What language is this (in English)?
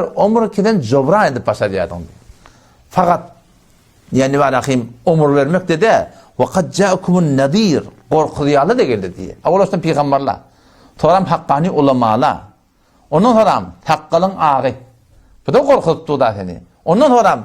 Turkmen